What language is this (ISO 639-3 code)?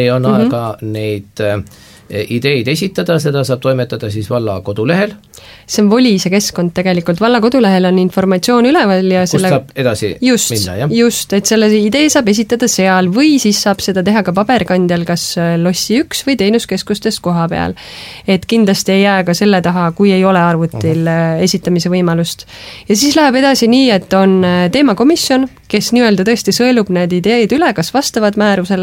est